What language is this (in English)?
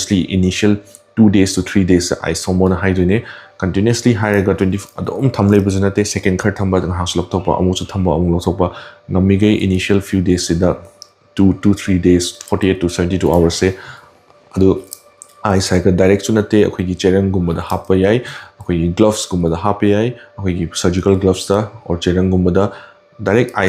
Manipuri